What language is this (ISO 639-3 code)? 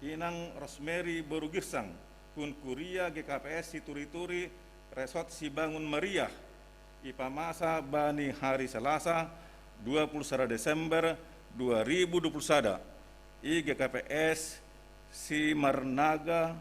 bts